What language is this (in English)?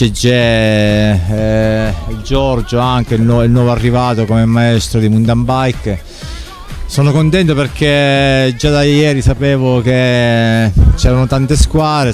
Italian